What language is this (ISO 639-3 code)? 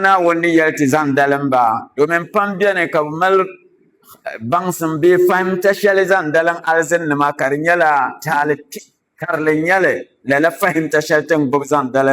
dag